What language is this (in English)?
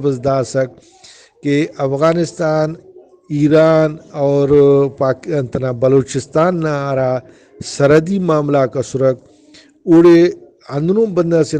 Brahui